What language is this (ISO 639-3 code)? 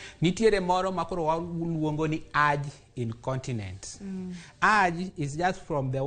luo